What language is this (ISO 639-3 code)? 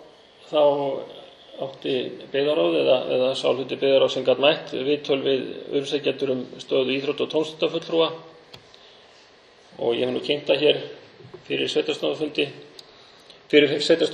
isl